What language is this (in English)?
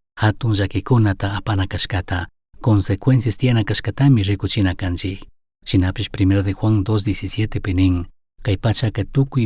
Chimborazo Highland Quichua